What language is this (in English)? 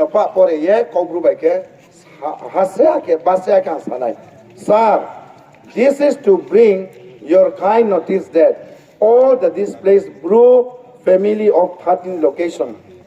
Riang (India)